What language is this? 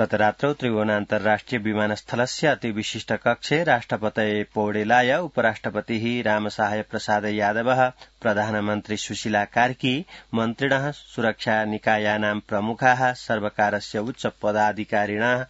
Sanskrit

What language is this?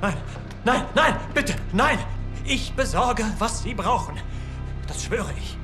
Bavarian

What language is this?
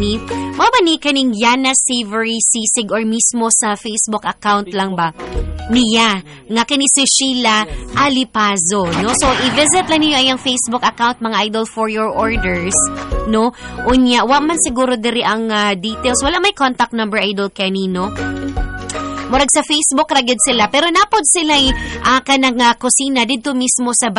Cebuano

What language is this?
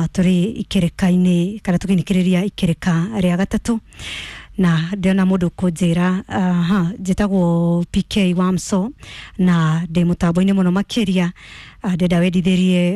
Kikuyu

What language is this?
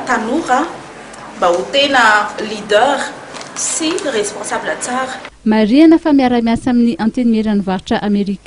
Malagasy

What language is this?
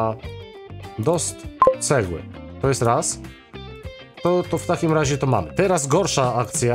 Polish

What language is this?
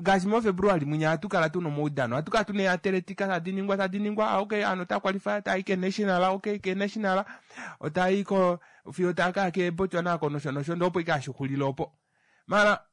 Kuanyama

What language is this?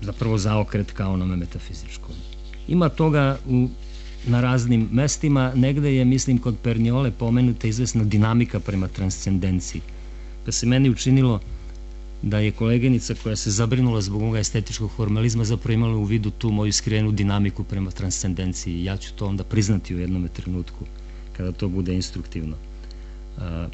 Serbian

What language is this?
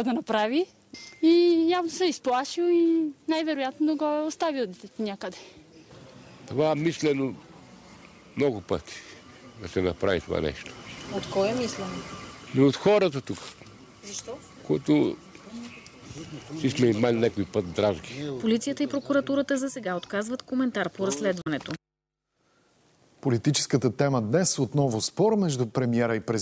Bulgarian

